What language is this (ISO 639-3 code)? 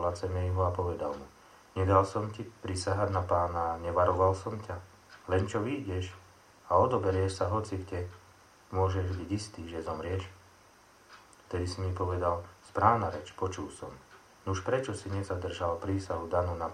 slk